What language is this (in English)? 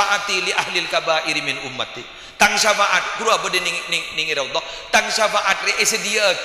Madurese